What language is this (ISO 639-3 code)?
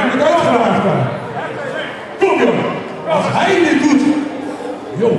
nld